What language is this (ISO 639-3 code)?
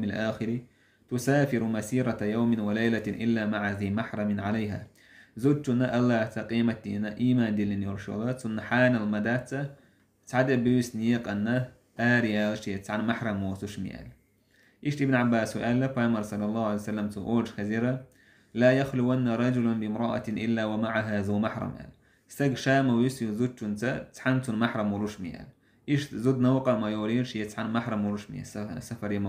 che